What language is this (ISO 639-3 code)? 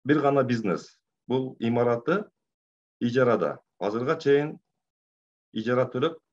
kir